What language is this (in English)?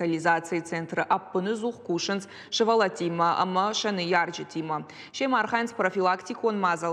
Ossetic